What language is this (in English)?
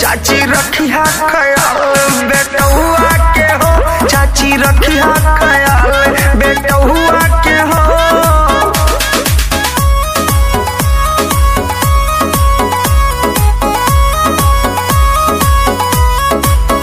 Bhojpuri